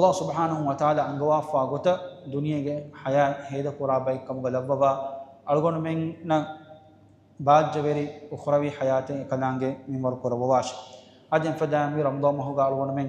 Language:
Divehi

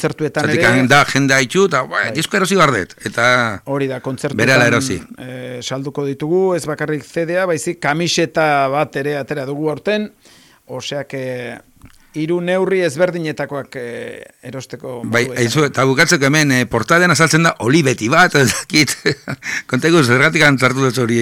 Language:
Basque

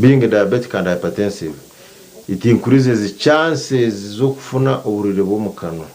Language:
Nyankole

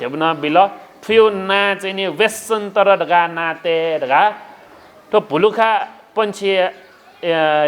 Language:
Newari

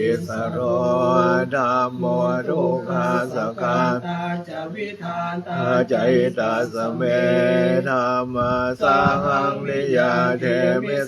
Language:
Pali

